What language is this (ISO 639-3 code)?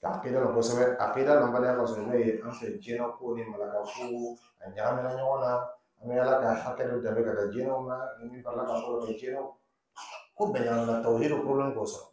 dyu